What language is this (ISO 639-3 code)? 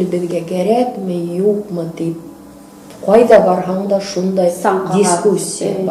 bak